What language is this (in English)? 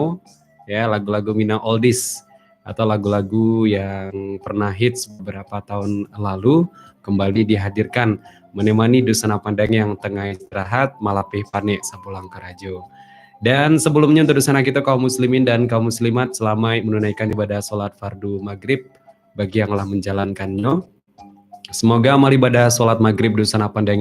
Minangkabau